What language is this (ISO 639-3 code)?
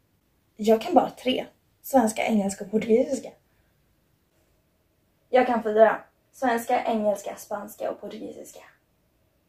swe